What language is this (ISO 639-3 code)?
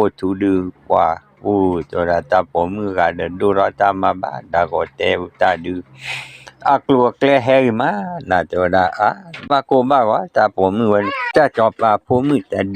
ksw